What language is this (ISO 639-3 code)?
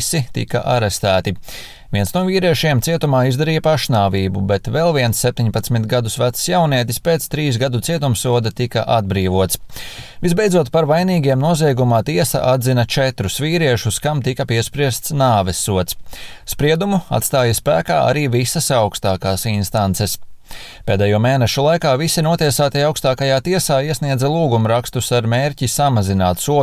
lav